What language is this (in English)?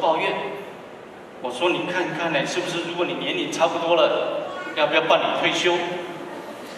Chinese